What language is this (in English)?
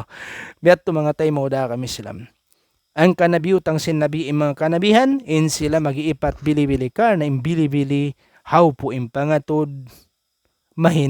Tausug